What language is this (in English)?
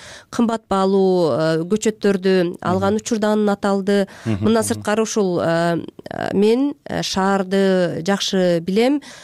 Kyrgyz